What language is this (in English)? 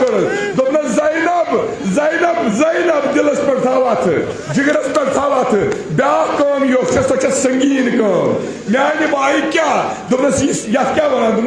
Kashmiri